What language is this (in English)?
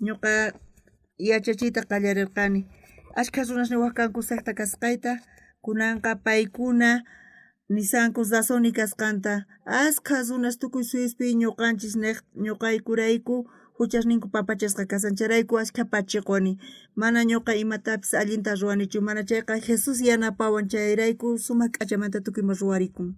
South Bolivian Quechua